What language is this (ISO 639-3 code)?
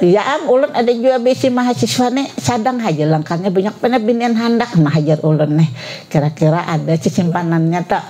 bjn